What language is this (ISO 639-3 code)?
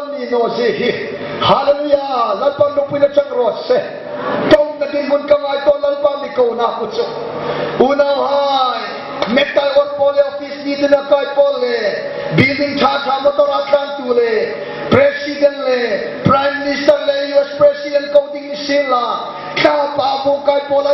hmr